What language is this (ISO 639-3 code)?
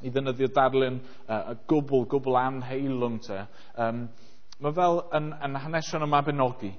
cym